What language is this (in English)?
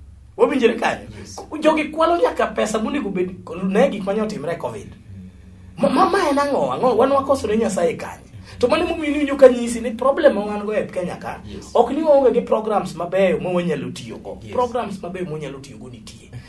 Luo (Kenya and Tanzania)